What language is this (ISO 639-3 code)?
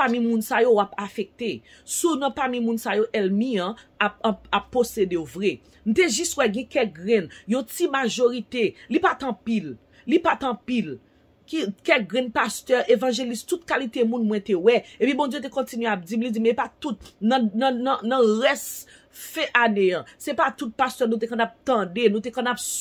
hat